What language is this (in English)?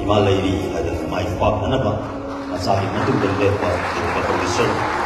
Manipuri